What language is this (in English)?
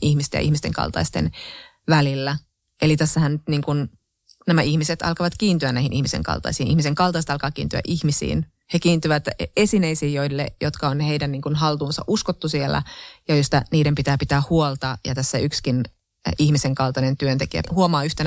Finnish